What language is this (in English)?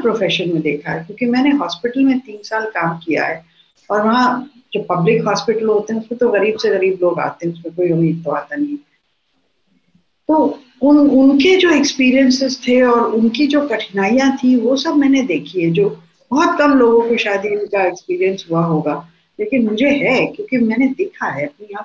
Hindi